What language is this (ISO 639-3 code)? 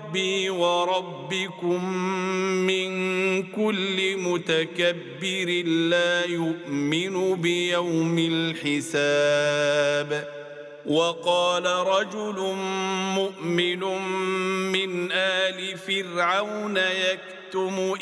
ara